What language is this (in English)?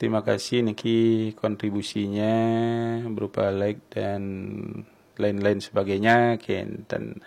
Balinese